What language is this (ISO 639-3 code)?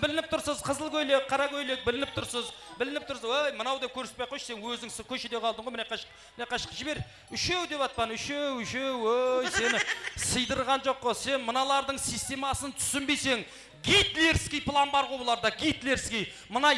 kaa